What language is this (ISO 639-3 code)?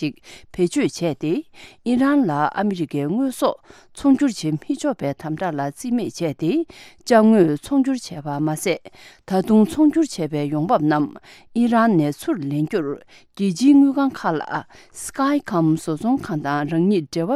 bod